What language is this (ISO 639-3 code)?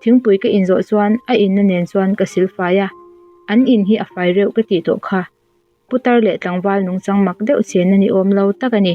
lus